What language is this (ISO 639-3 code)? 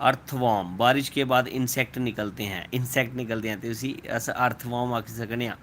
doi